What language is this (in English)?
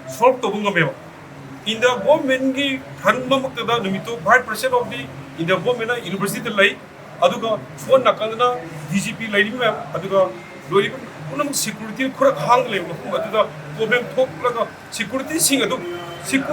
Manipuri